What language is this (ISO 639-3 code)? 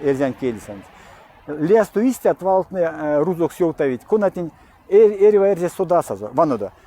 myv